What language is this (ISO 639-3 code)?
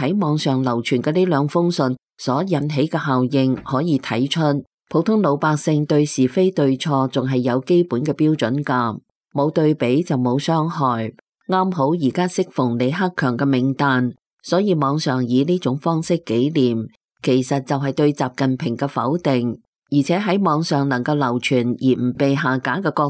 yue